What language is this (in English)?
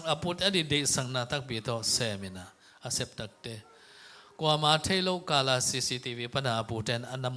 Tedim Chin